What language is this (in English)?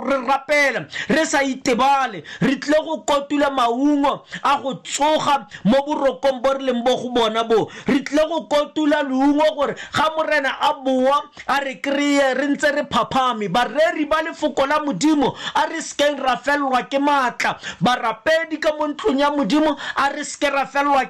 Tswana